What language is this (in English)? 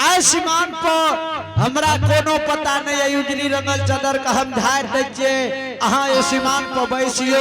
Angika